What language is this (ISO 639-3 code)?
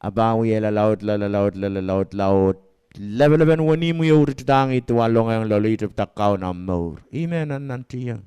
pon